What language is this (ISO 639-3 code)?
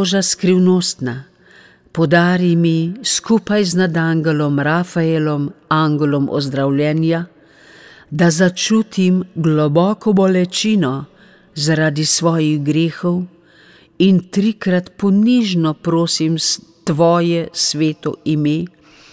slv